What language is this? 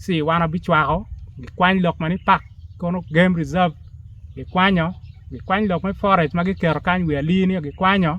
Acoli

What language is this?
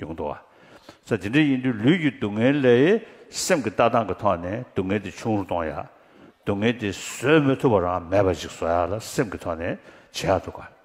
Tibetan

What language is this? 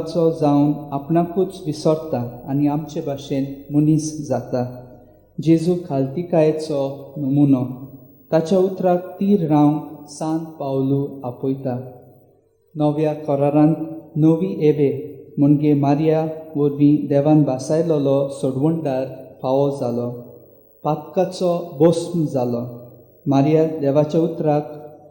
Konkani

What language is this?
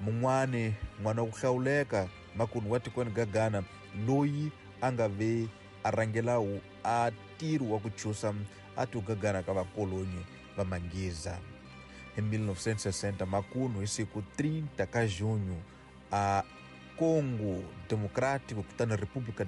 Tsonga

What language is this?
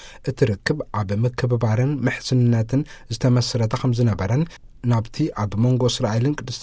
Tigrinya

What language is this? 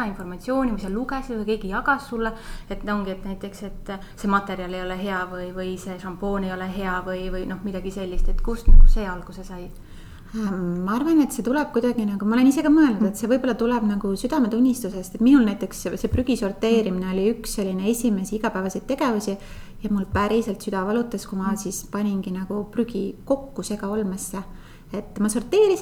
Estonian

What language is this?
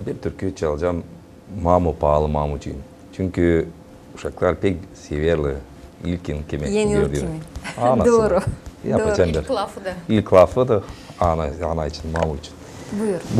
Gagauz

